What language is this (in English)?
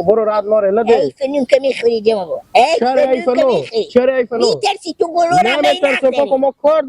Hazaragi